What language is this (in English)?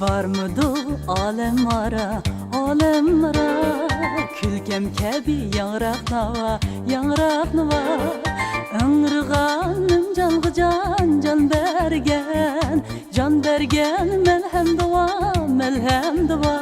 Uyghur